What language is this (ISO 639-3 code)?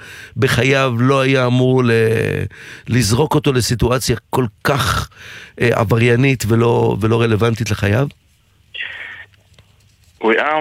heb